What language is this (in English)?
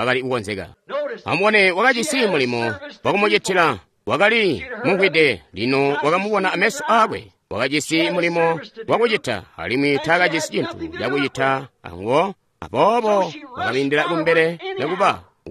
Tonga (Zambia)